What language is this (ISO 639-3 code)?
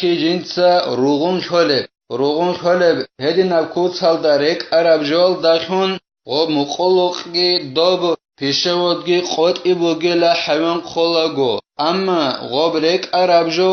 ava